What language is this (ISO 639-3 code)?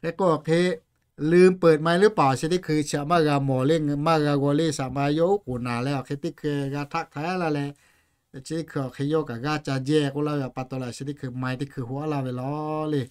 lhu